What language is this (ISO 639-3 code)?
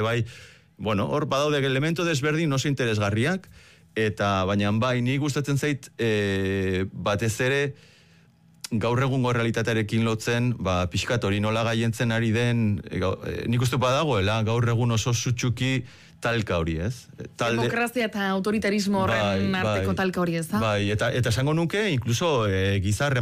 eus